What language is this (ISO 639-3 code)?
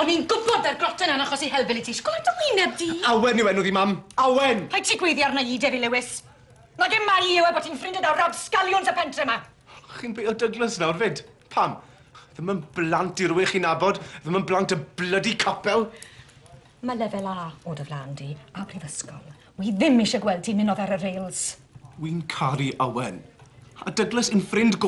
cym